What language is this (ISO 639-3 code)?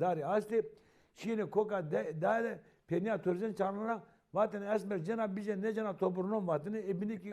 zza